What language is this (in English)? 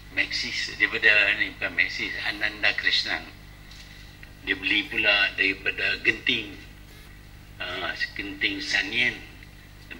Malay